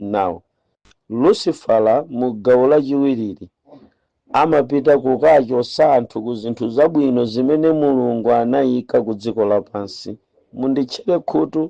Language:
Nyanja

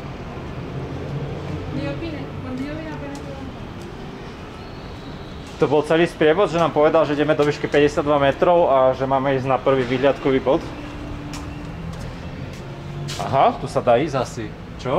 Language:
Slovak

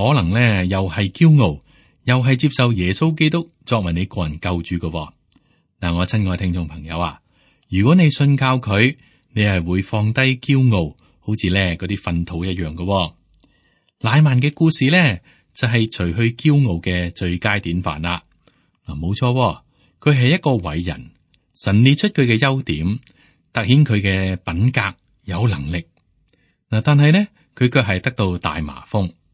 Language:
Cantonese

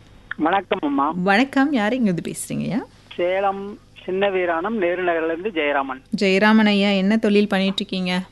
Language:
Tamil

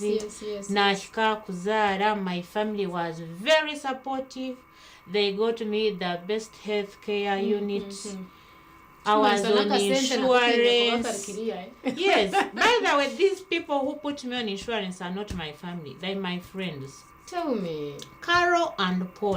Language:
Nyankole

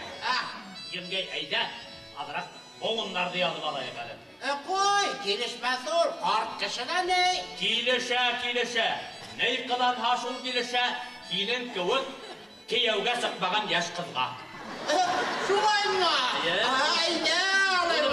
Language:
Bashkir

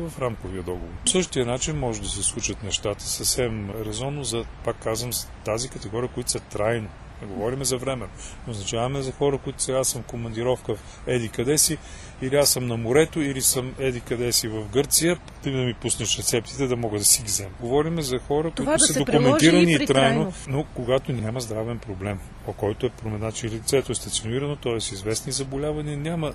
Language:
Bulgarian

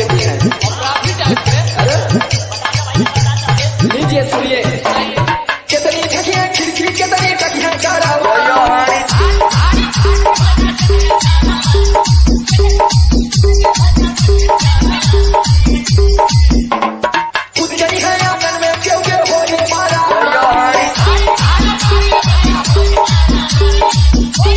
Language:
Bhojpuri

